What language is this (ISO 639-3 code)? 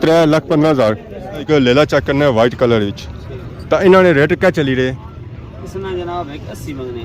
phr